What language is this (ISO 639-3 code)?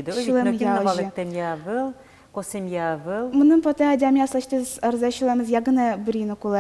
udm